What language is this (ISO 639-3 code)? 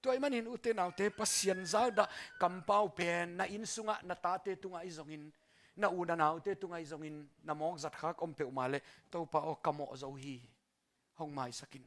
ctd